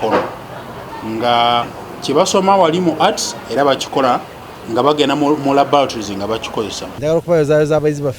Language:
Ganda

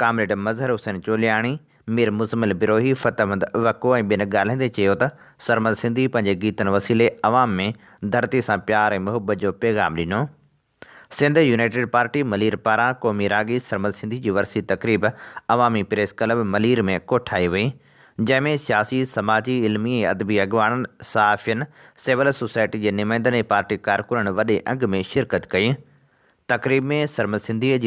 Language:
Sindhi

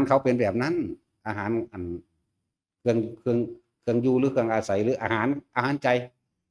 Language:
Northeastern Thai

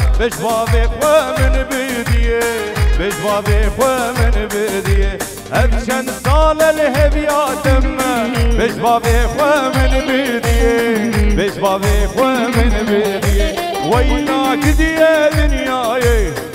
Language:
Kurdish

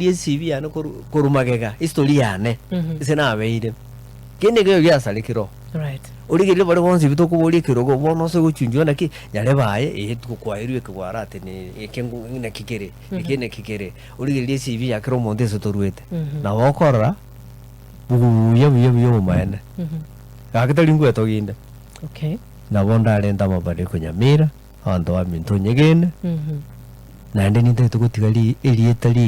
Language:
Gusii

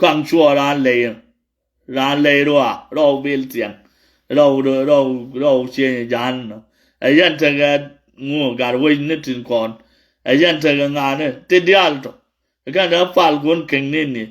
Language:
Nuer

